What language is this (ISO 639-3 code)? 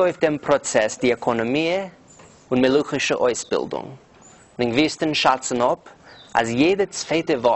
yid